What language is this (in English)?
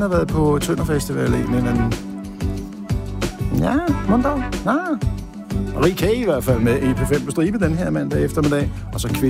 Danish